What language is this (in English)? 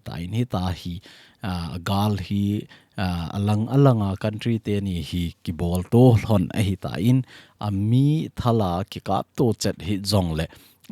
Thado Chin